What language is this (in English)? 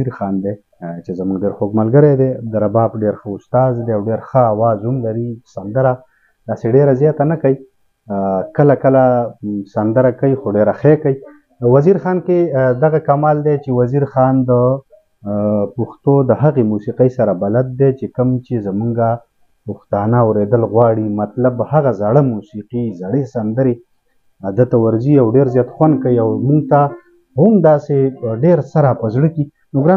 Pashto